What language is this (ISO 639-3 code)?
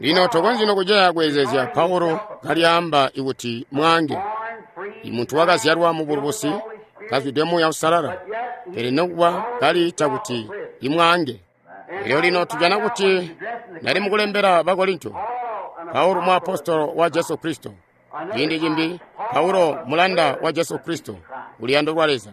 toi